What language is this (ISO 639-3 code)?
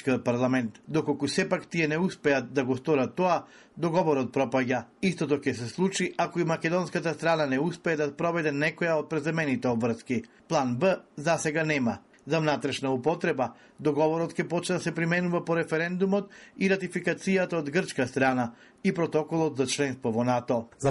mkd